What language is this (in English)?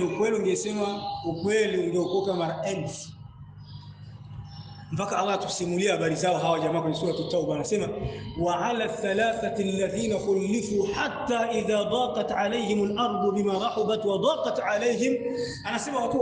Swahili